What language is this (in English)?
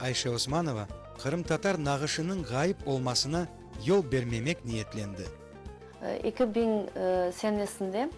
Crimean Tatar